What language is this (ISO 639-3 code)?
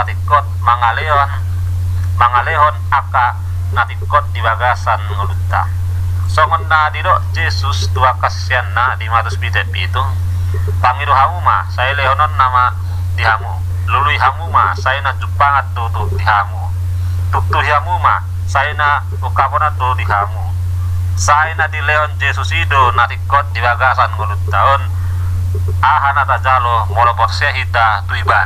bbc